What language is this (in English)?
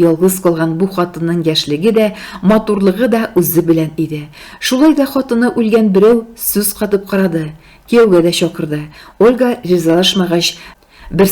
Tatar